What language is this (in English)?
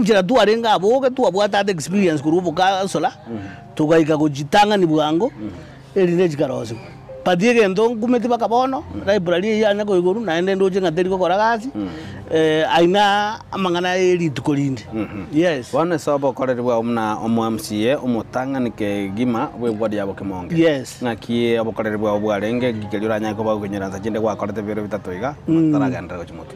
Gusii